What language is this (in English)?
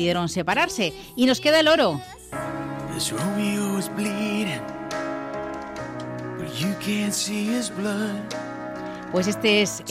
Spanish